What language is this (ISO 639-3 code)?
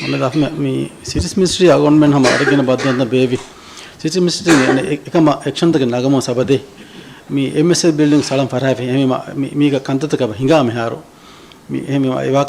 div